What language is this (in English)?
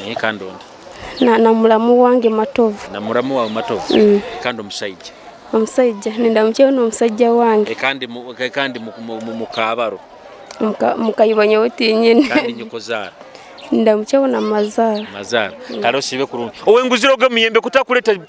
Nyoro